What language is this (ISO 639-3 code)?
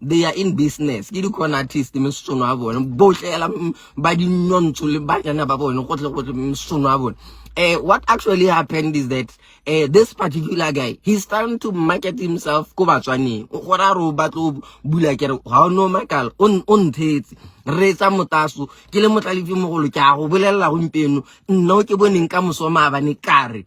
sot